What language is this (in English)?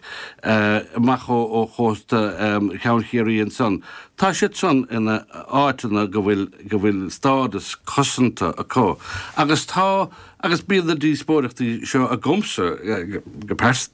Irish